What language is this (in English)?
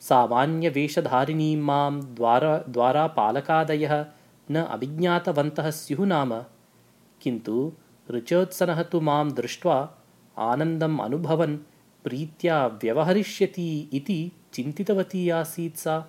Sanskrit